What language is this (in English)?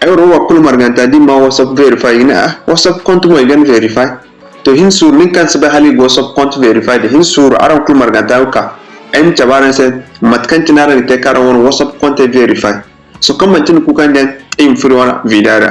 Zarma